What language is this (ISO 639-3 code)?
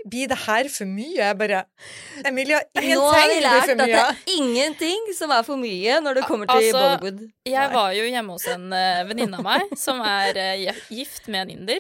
nor